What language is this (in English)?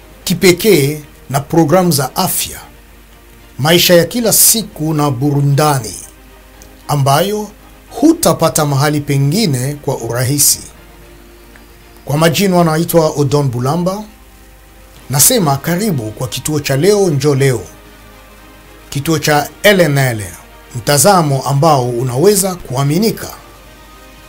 Swahili